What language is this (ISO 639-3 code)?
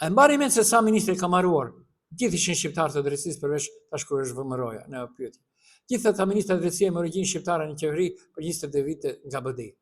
sqi